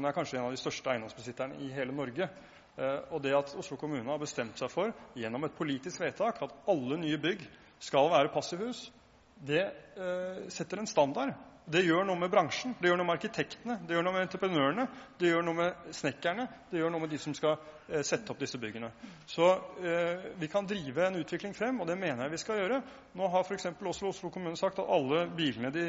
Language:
Norwegian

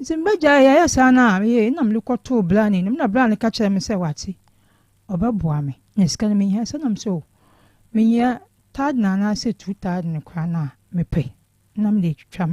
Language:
Akan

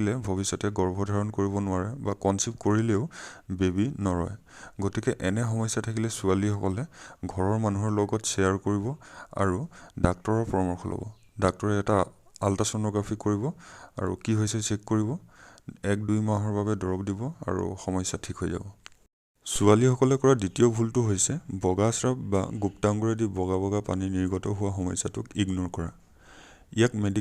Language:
Assamese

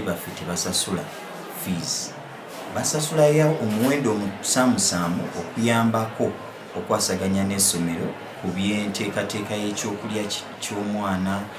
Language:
Ganda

